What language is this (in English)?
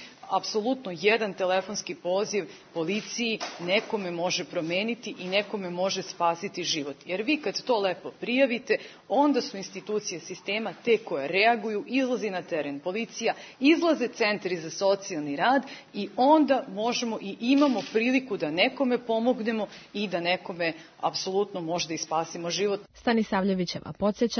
Serbian